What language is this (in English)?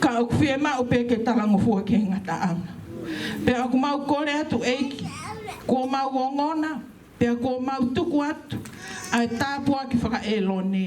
Tongan